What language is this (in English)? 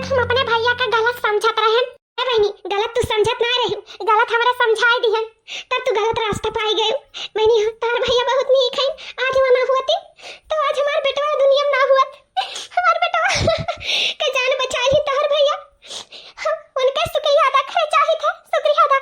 Awadhi